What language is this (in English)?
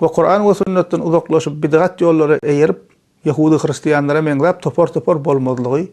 Turkmen